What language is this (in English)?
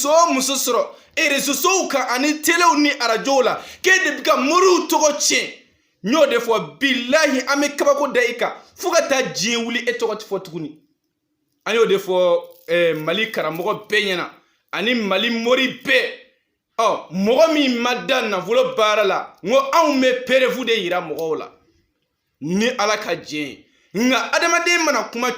Bambara